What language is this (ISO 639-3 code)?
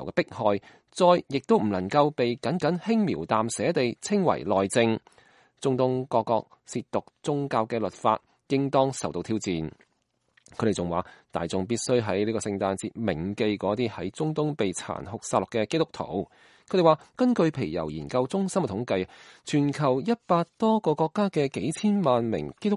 yue